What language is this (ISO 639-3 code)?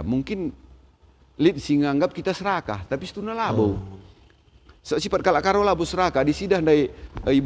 btx